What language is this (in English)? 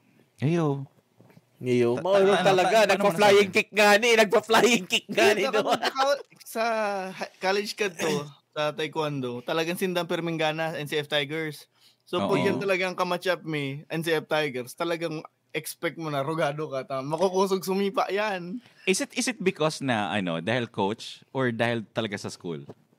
Bikol